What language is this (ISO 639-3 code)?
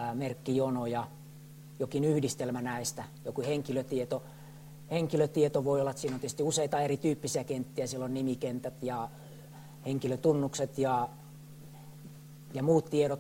fin